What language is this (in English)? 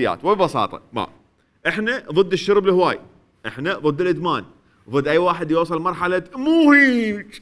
Mesopotamian Arabic